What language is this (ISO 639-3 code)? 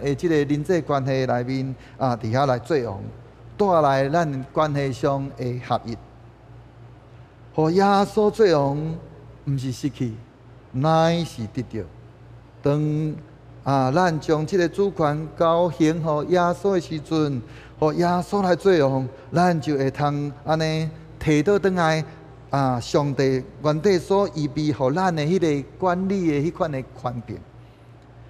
nan